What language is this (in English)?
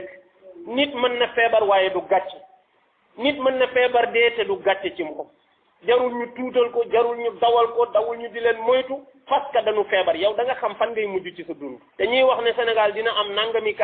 Wolof